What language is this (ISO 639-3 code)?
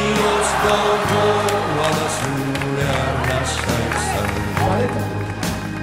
eus